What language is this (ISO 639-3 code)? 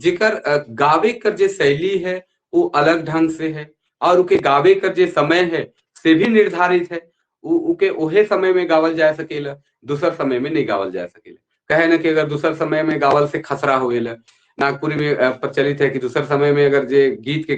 sck